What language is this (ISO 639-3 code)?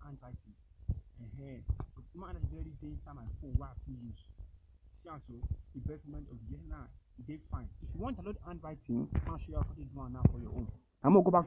pcm